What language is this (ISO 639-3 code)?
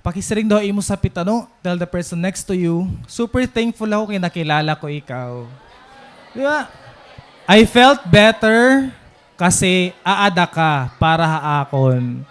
war